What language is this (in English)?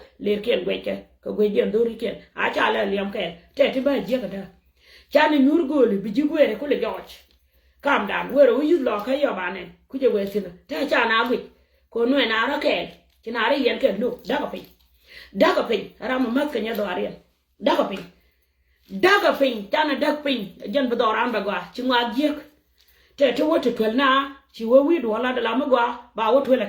Nuer